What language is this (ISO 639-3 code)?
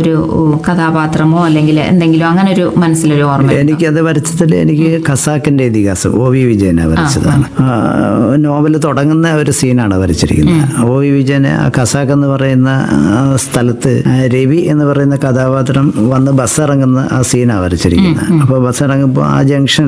mal